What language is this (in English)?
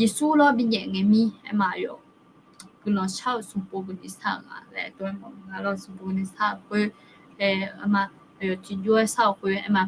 Akha